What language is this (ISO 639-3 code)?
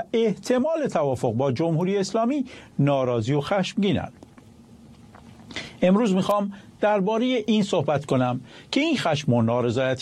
fas